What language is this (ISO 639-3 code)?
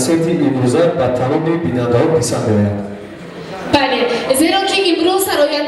tgk